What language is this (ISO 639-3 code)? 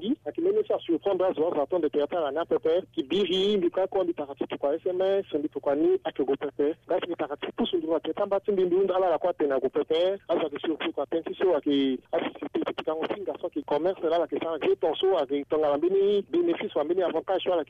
sag